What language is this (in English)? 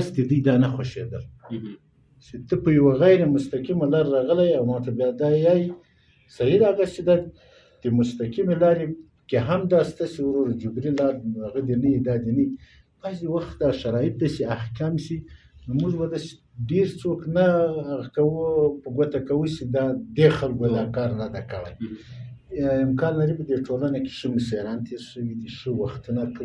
Pashto